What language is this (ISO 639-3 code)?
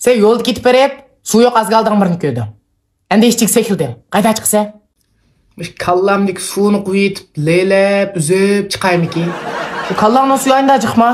uig